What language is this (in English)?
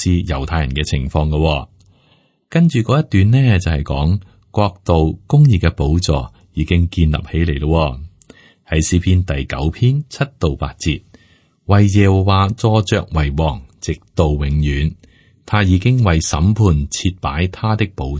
Cantonese